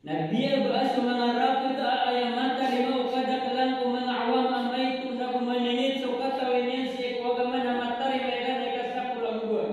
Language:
Maranao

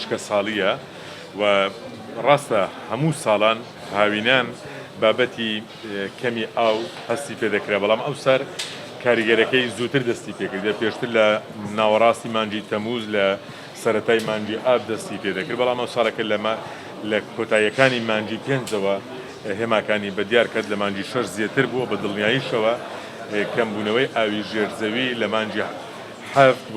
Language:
Central Kurdish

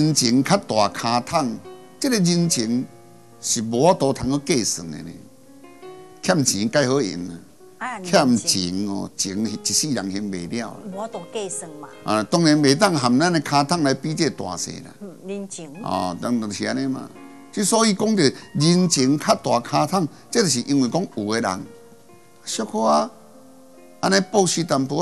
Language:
Min Nan Chinese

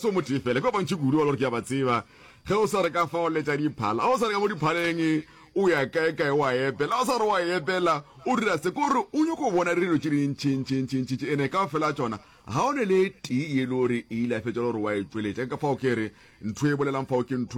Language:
Northern Sotho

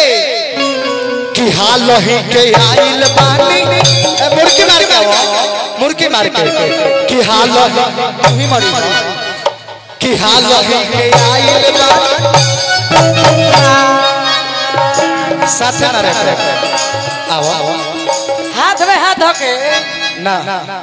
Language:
Bhojpuri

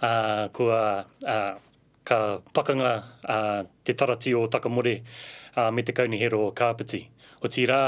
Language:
Māori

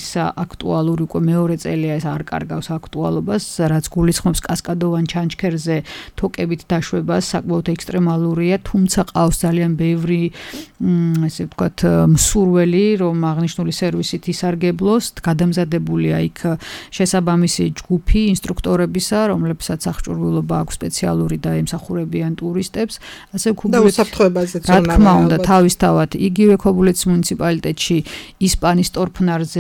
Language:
Georgian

